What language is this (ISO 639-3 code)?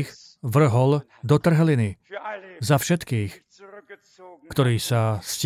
slk